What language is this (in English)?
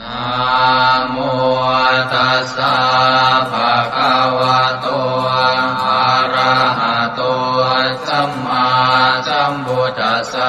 Pali